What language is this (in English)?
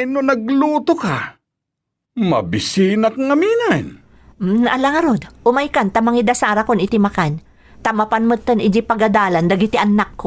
Iloko